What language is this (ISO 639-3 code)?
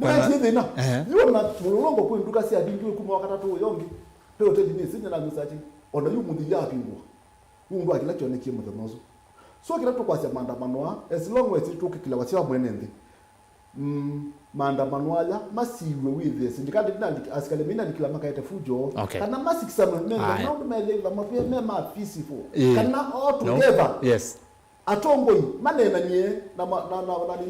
kam